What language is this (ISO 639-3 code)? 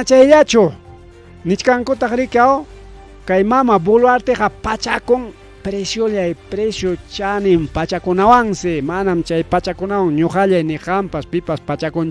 quy